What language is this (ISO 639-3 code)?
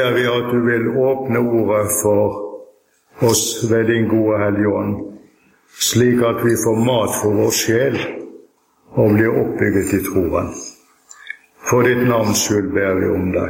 nor